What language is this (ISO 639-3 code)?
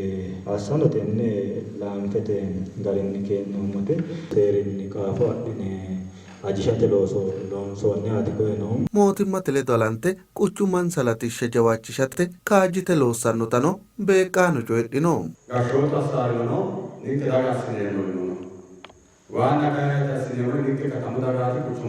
sid